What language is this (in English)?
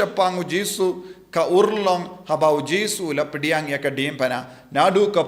Khasi